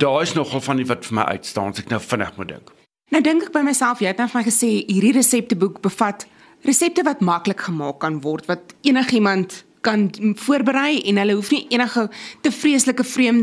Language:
Afrikaans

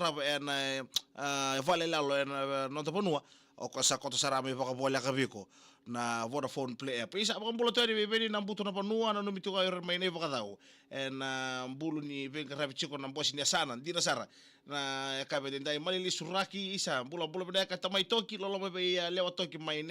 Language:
Fijian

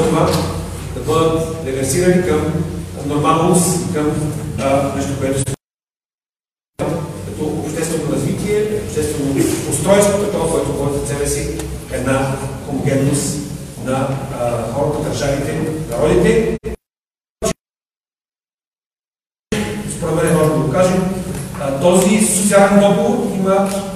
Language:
Bulgarian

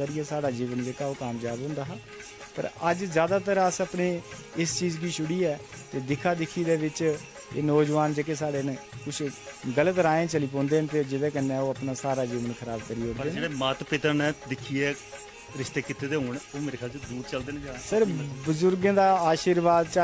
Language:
Dogri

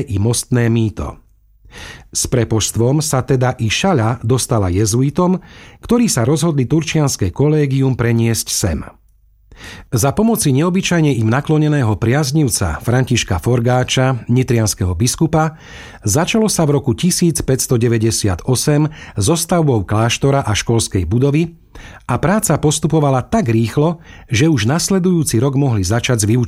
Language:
Slovak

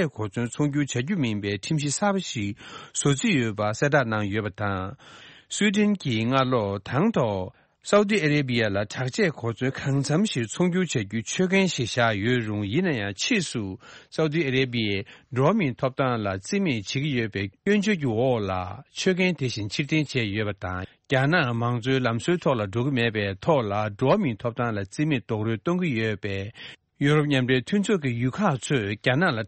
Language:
Tibetan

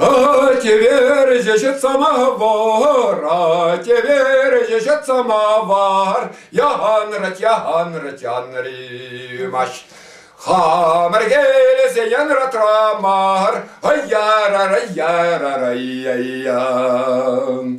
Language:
Chuvash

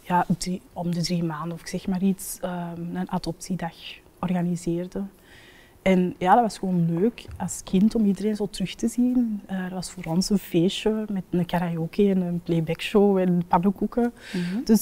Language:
Dutch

